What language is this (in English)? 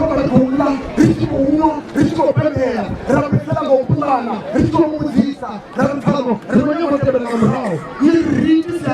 Venda